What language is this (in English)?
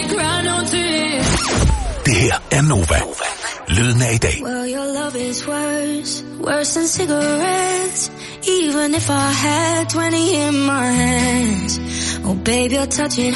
Danish